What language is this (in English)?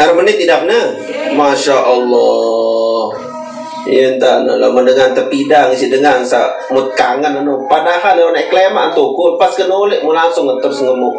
Sasak